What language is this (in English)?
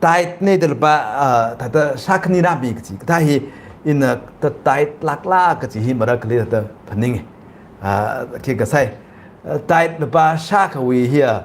Tangkhul Naga (India)